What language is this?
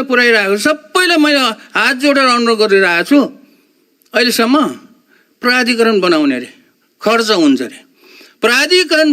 Nepali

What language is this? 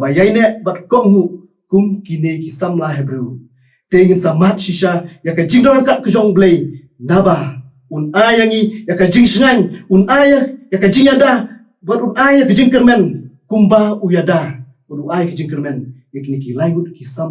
Khasi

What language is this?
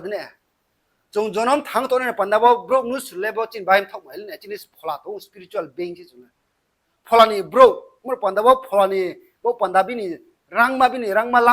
Riang (India)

